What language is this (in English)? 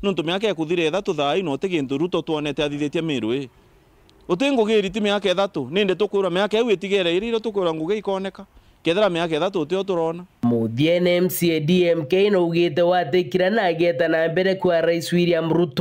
Meru